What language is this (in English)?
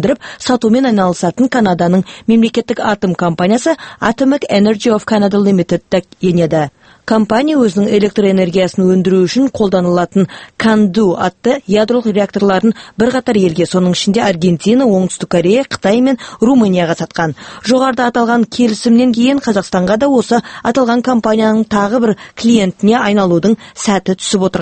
Kazakh